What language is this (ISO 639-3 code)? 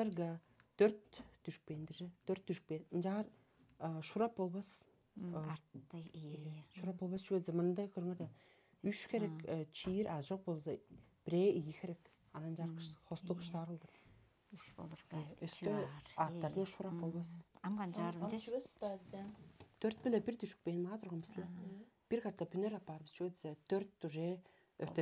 tyv